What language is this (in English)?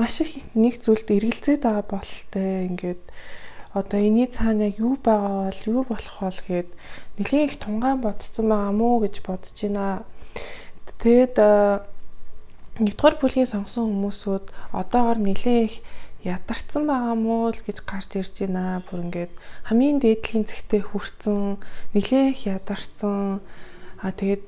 Mongolian